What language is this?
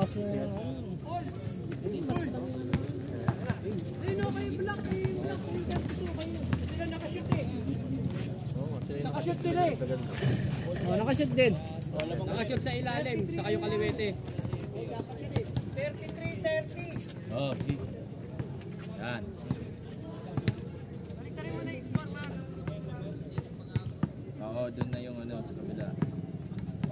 Filipino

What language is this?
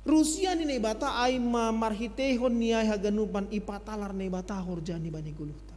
Batak Simalungun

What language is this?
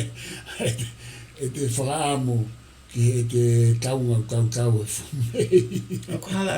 Tongan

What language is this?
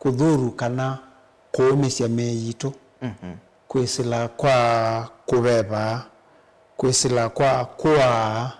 Kamba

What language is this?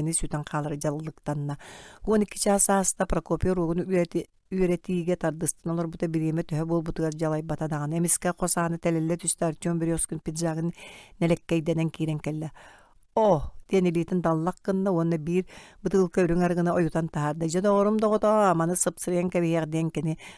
Yakut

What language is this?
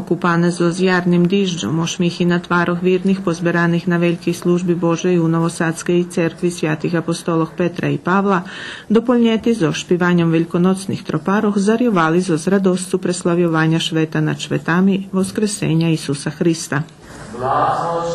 Rusyn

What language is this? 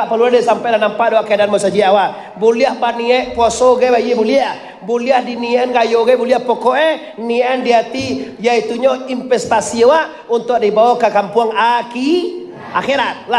Minangkabau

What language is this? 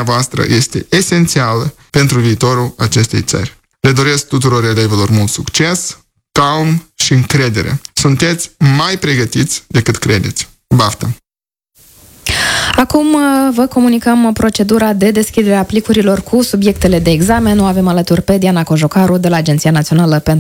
Romanian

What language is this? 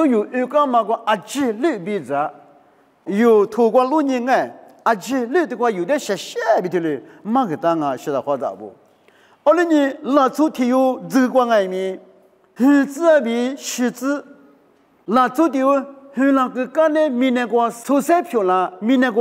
Lisu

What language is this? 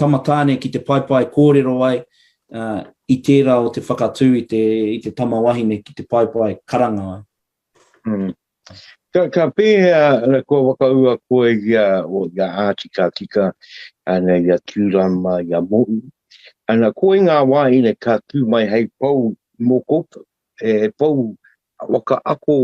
Māori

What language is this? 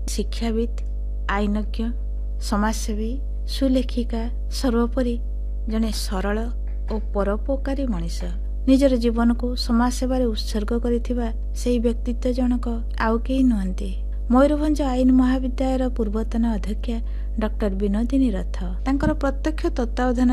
Odia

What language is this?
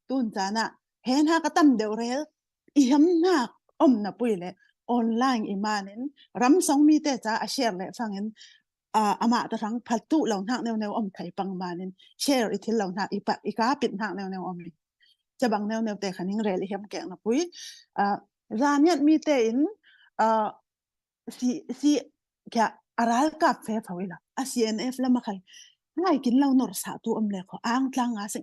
Falam Chin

